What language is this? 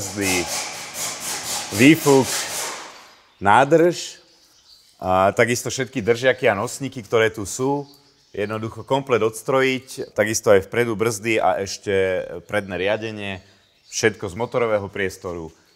Slovak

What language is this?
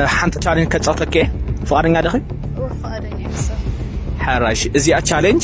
Tigrinya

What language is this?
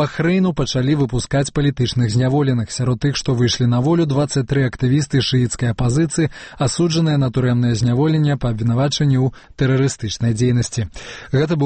Belarusian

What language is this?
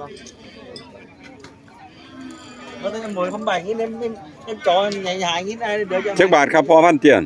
Northeastern Thai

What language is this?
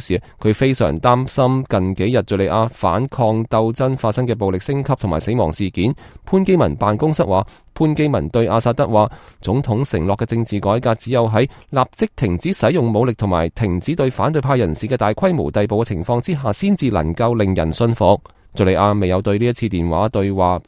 Cantonese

